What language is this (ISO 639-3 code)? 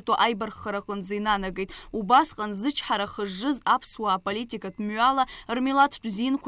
abk